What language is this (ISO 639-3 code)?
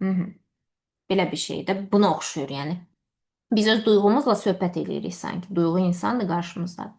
aze